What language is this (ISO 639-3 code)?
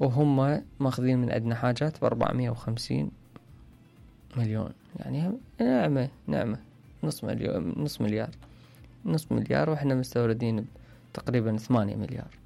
acm